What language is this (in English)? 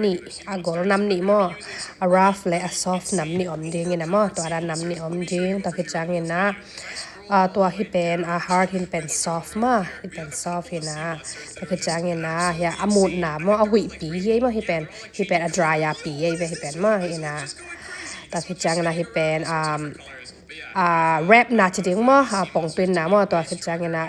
Tedim Chin